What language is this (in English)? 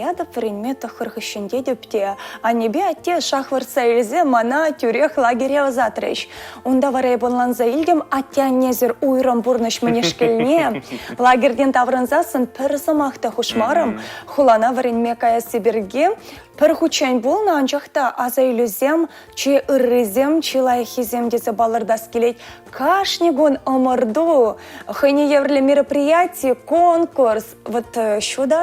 Chuvash